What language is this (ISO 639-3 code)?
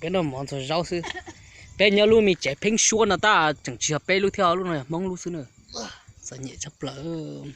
hmn